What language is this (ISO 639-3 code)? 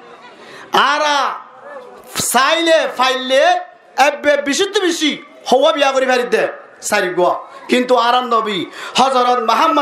rhg